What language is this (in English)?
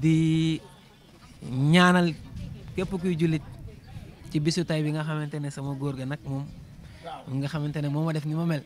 Wolof